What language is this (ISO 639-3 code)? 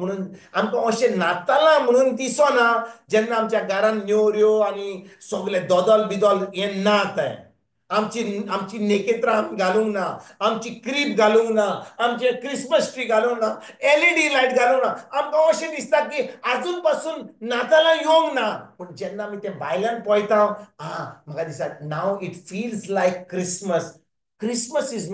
kok